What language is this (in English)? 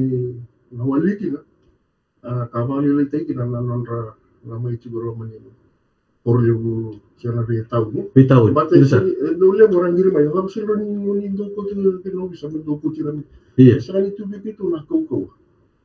Fijian